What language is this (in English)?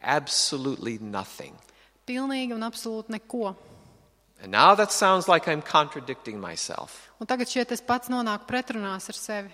Latvian